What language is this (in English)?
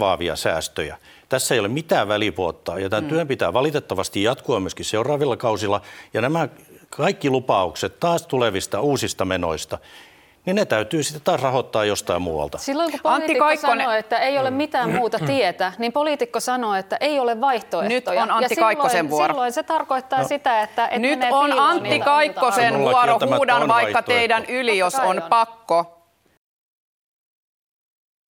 Finnish